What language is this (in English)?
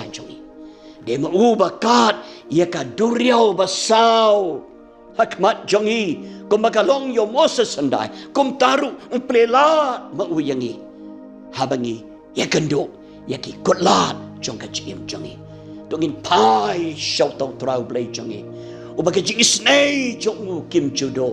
Khasi